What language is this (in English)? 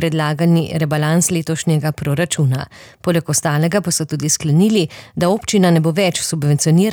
Slovenian